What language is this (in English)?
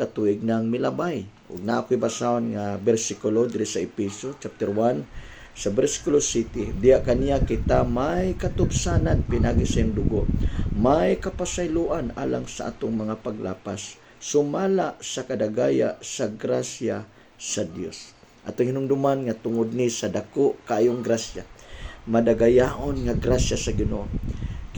Cebuano